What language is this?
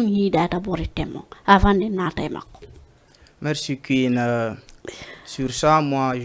Fula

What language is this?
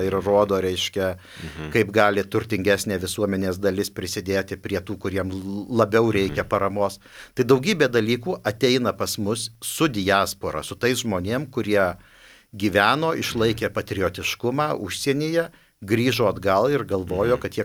Lithuanian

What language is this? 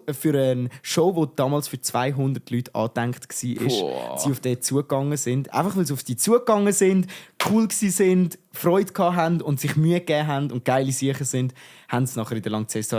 Swiss German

